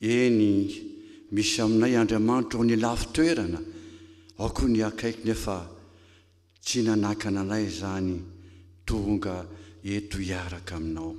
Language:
Malagasy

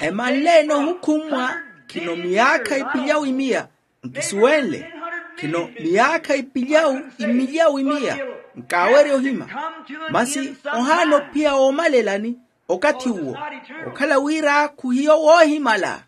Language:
Makhuwa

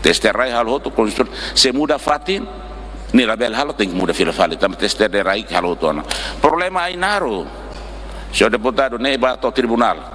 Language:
Tetum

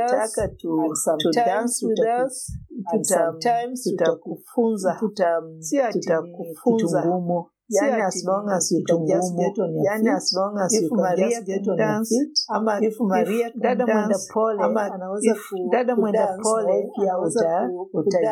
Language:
Swahili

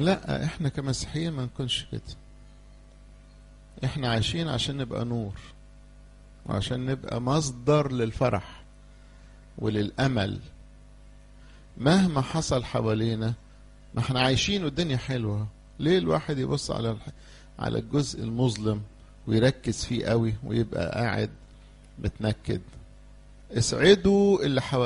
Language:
Egyptian Arabic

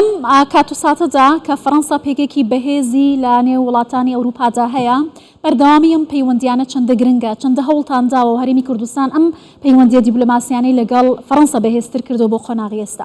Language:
Central Kurdish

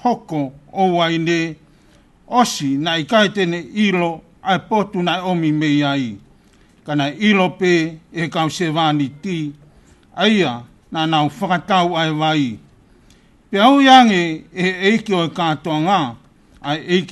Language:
Tongan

